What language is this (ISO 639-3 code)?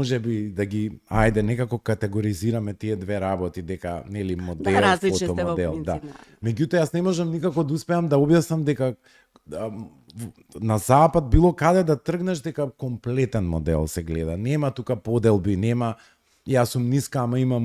mkd